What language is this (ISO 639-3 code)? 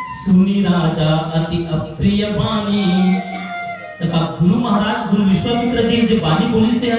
hne